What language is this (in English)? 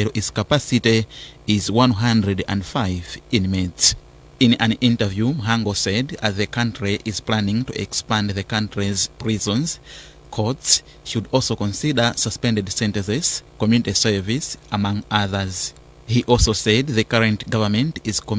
English